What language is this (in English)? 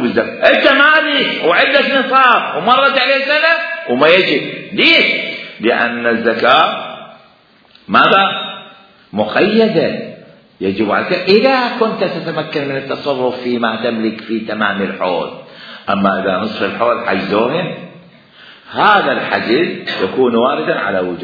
Mesopotamian Arabic